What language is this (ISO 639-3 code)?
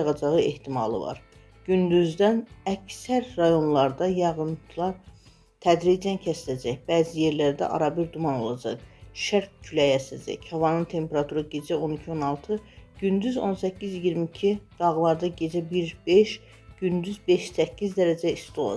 aze